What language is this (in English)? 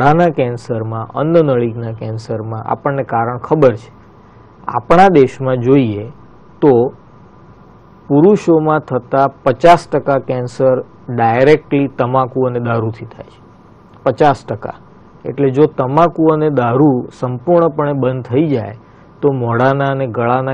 Gujarati